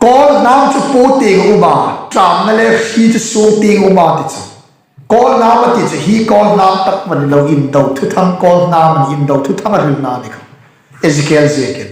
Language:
Hmar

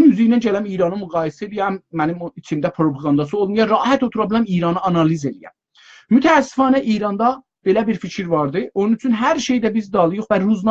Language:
South Azerbaijani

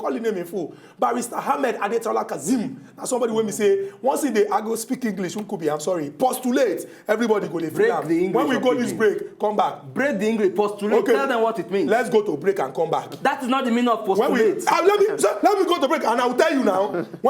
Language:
Nigerian Pidgin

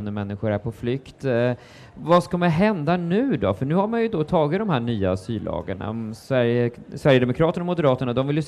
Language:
Swedish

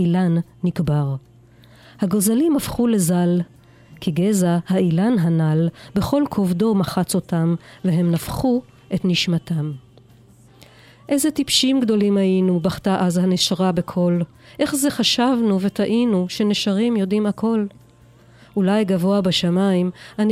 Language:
Hebrew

